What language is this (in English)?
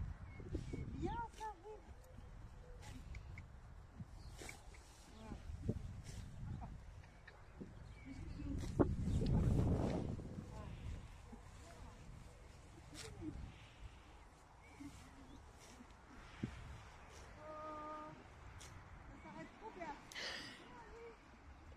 French